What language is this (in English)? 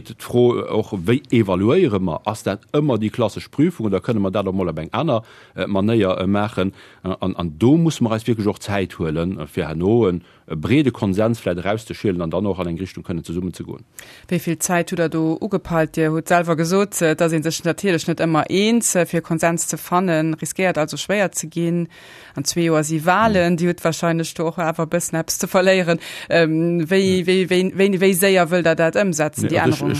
Luxembourgish